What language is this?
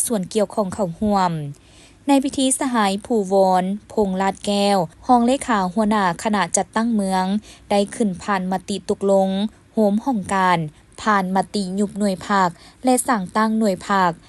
Lao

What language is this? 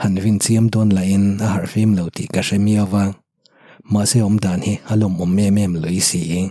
Mizo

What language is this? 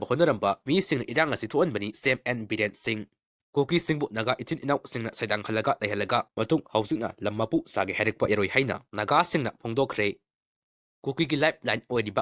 Manipuri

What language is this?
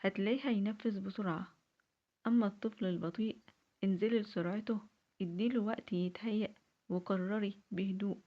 Egyptian Arabic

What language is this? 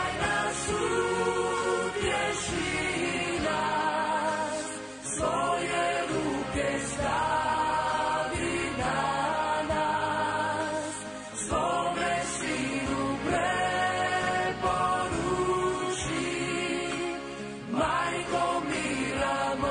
Croatian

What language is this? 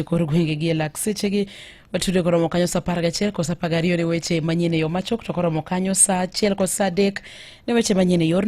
Luo (Kenya and Tanzania)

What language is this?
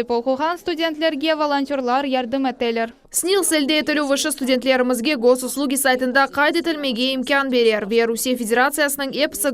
Crimean Tatar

